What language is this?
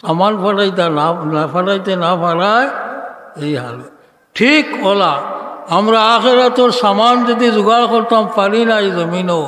Sylheti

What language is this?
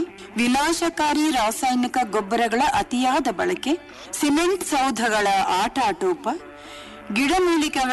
Kannada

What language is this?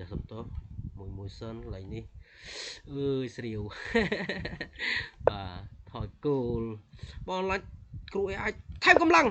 Khmer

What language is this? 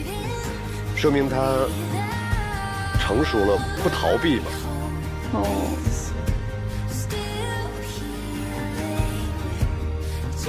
Chinese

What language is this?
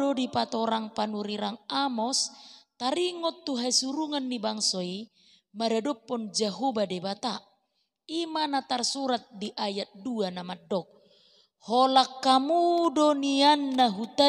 Batak Toba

